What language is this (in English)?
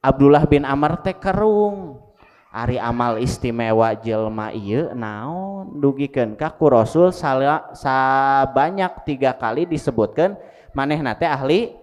Sundanese